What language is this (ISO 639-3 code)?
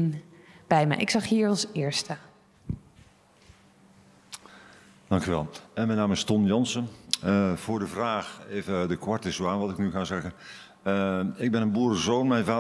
nld